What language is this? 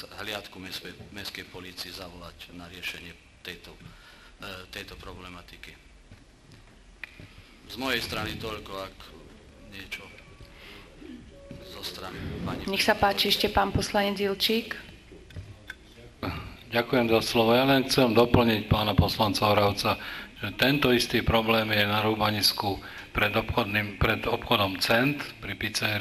Slovak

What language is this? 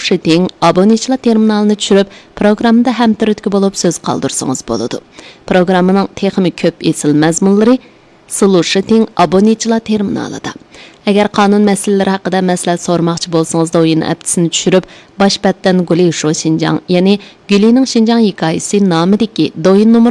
Uyghur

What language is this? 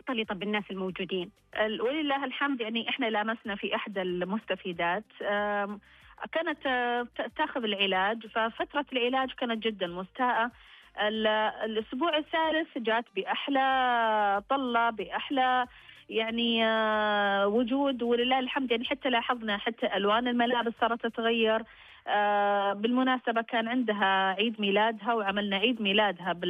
Najdi Arabic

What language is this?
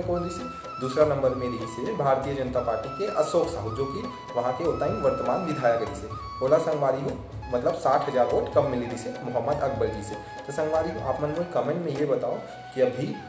Chhattisgarhi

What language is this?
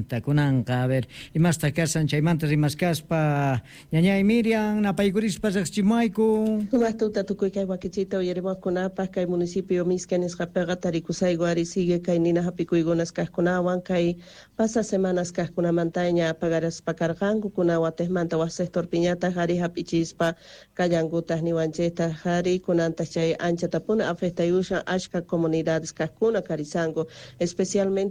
South Bolivian Quechua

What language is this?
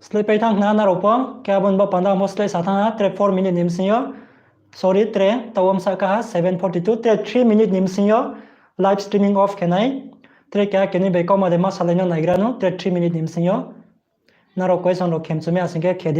Riang (India)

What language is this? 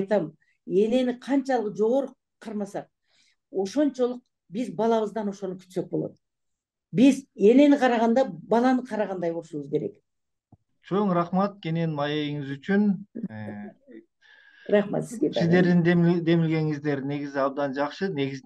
Kyrgyz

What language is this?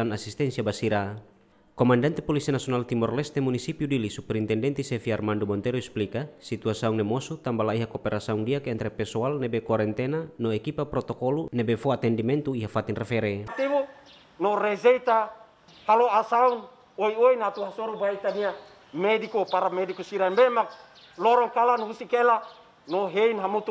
Tetum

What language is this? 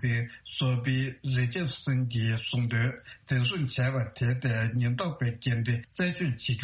Tibetan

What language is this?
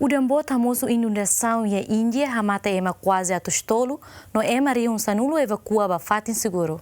Tetum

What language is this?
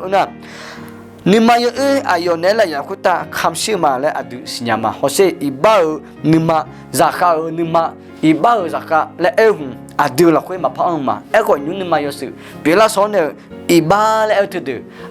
Akha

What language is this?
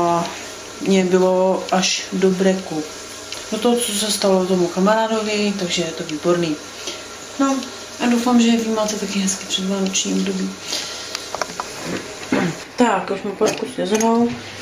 Czech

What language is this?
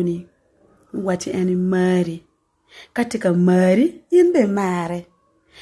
Acoli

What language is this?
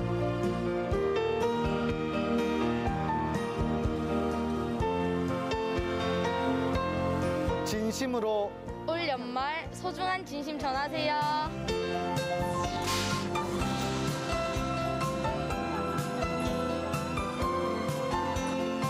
Korean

